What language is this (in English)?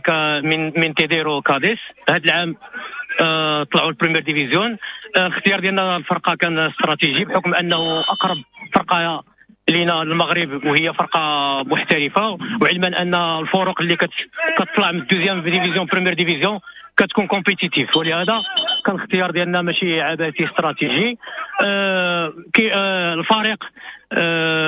Moroccan Arabic